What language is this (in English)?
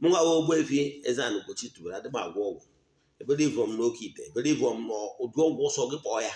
Igbo